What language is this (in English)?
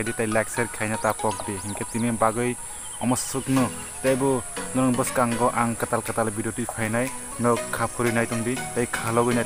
Kok Borok